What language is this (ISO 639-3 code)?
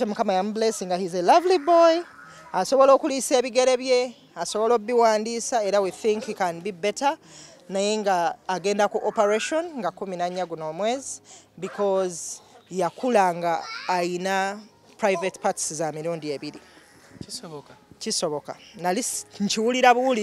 lug